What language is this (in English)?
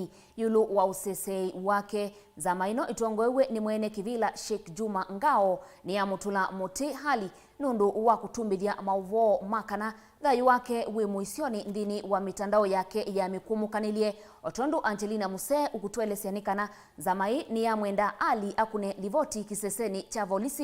Kamba